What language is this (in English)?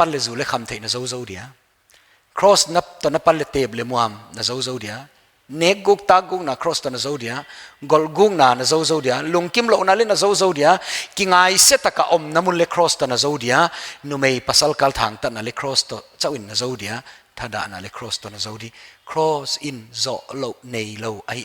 Paite Chin